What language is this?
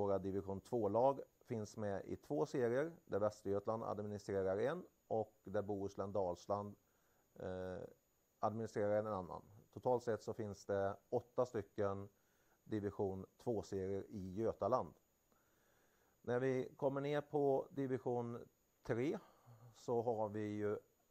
Swedish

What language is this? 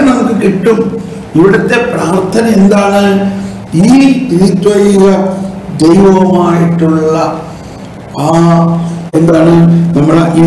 Malayalam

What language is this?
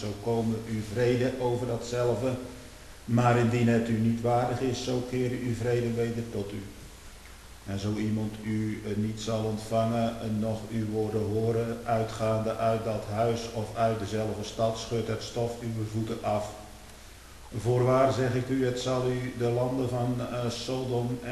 Dutch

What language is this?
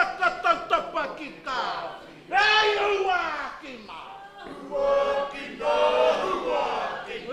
Māori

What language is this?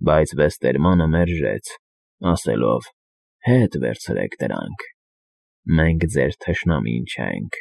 Armenian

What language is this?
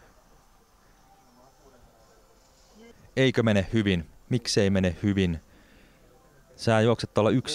Finnish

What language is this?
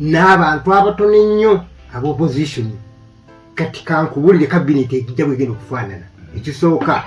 Ganda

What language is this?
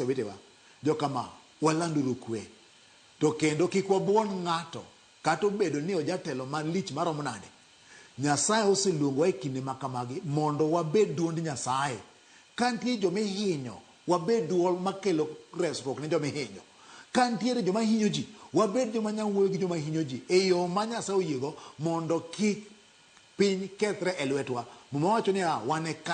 Luo (Kenya and Tanzania)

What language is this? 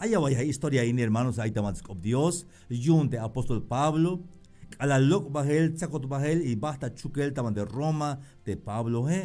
Tzeltal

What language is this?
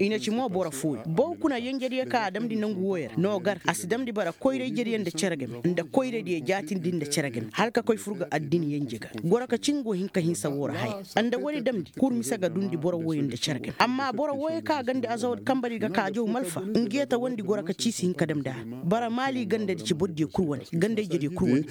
Koyraboro Senni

